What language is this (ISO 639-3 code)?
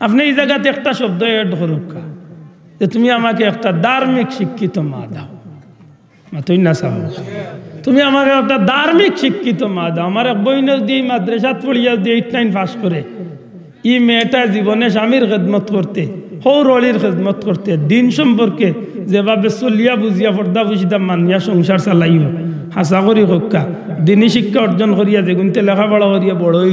syl